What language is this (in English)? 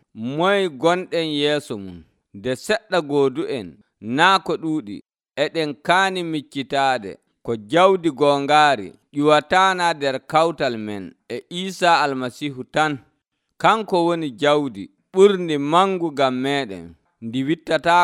Nigerian Fulfulde